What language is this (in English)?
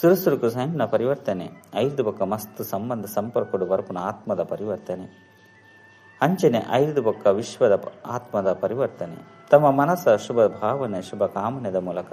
Tulu